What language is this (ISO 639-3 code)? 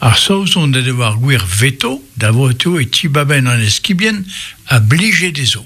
bre